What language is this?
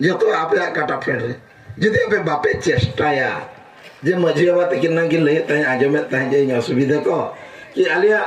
Santali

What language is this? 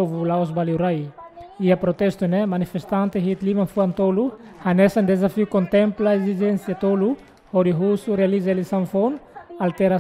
Tetum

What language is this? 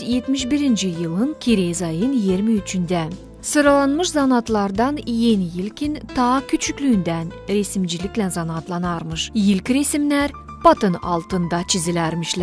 Gagauz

